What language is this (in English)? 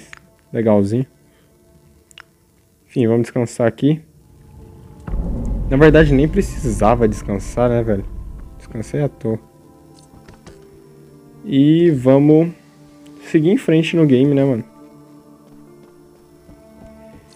Portuguese